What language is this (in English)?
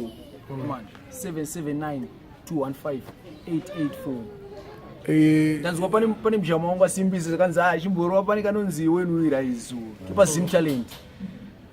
Shona